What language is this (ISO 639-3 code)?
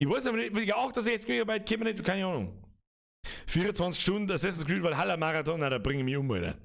bar